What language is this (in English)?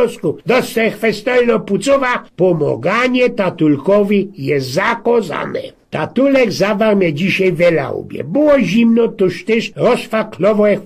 Silesian